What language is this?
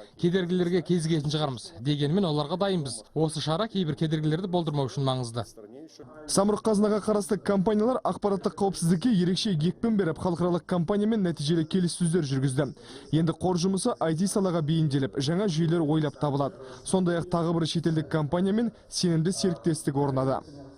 Kazakh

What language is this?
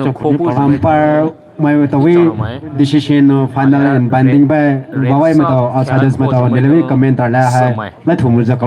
Poumei Naga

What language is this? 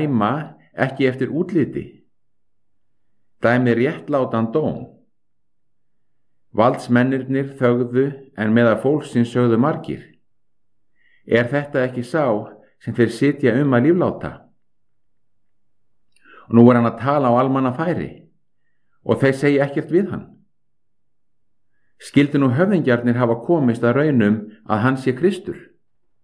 Icelandic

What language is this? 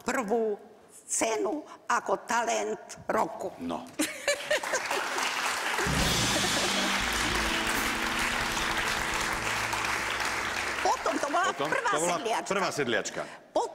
Slovak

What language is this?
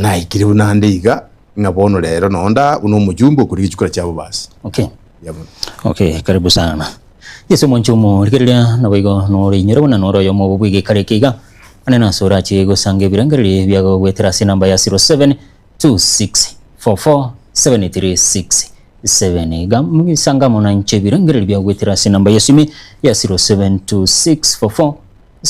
Gusii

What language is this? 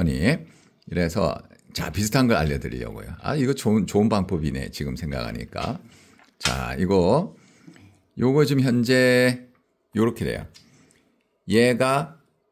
Korean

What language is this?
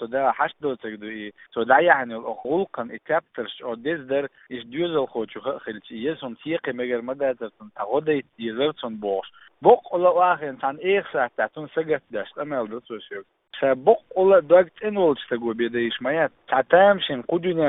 Chechen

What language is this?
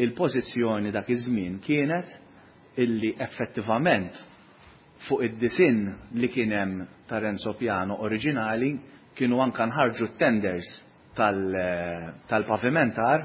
Maltese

